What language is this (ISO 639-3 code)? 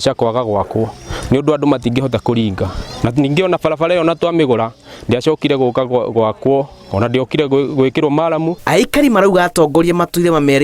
kik